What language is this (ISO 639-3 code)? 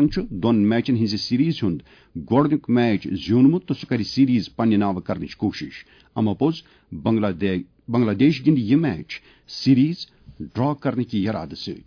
kas